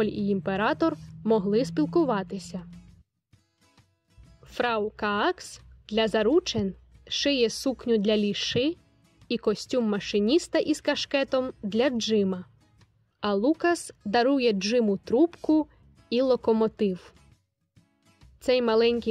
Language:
Ukrainian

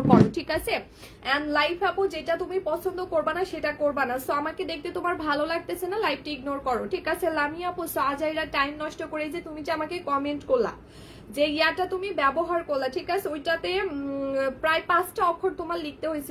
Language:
Bangla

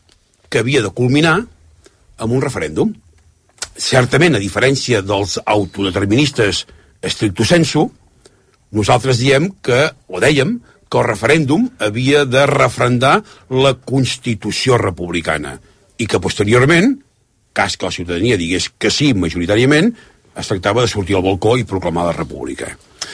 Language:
Catalan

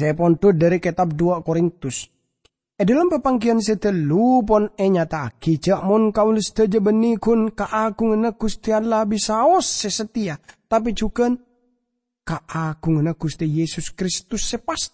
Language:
Madurese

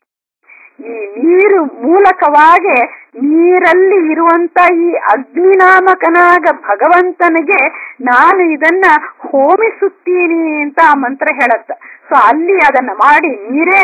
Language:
Kannada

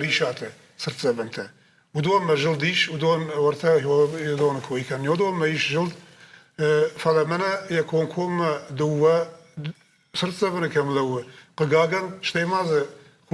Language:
Ossetic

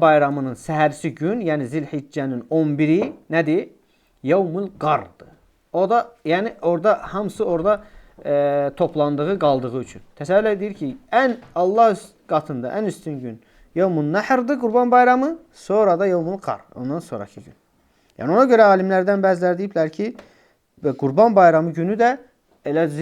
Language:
Azerbaijani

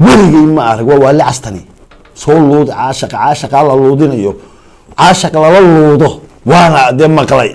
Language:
Somali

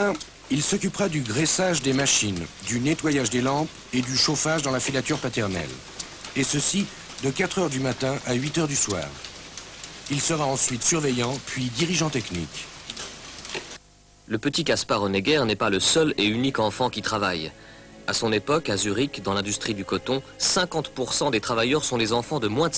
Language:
French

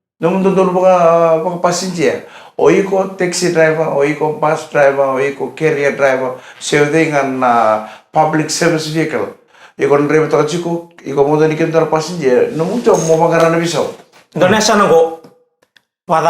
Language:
Fijian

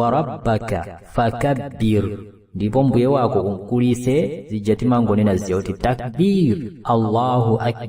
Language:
Nyanja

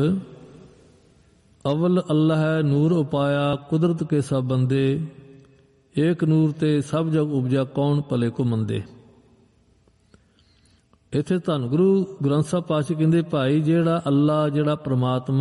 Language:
Punjabi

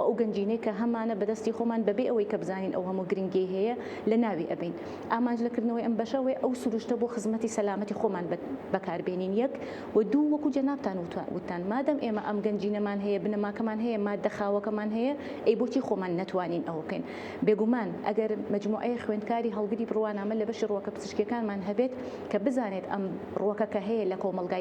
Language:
Central Kurdish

